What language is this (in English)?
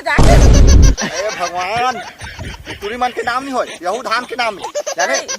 Chhattisgarhi